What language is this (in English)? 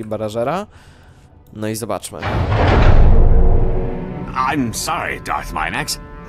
Polish